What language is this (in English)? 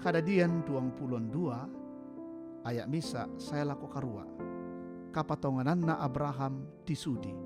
Toraja-Sa'dan